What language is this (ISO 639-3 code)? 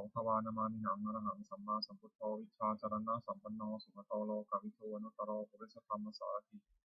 pli